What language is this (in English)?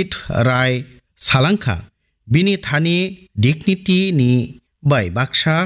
Kok Borok